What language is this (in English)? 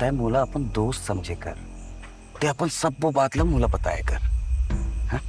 Chhattisgarhi